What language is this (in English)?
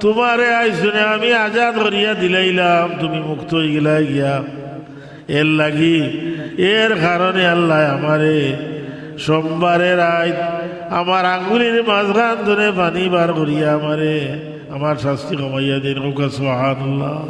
Sylheti